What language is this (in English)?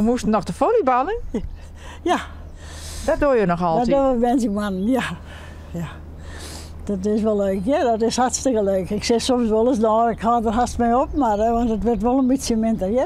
Western Frisian